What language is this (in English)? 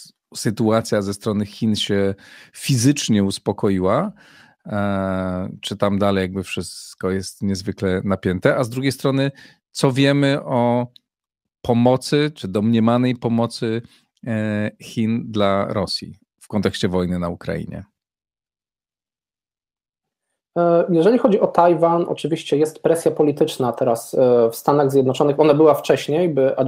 Polish